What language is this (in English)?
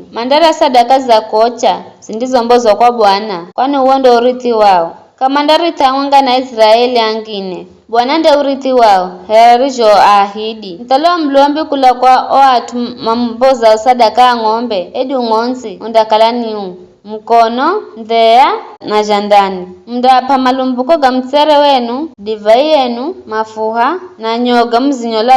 Giryama